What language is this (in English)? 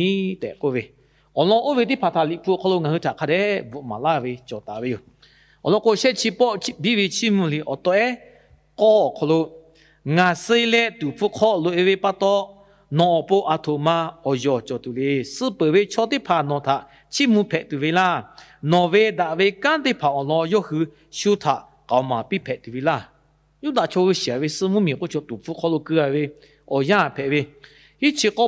Lahu